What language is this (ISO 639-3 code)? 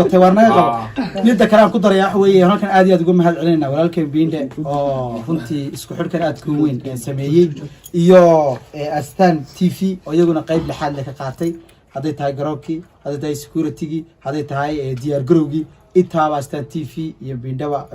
som